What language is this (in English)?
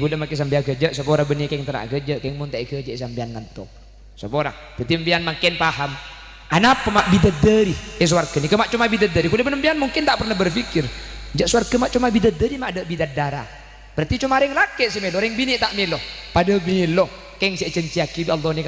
Madurese